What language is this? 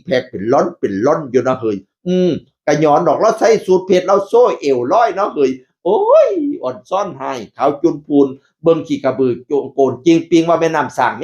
Northeastern Thai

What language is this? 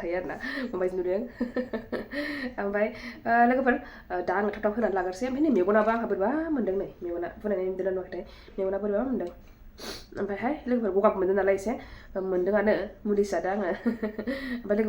Bodo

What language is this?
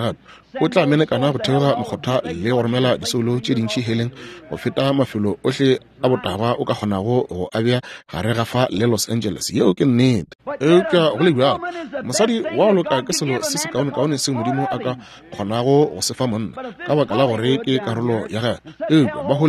Northern Sotho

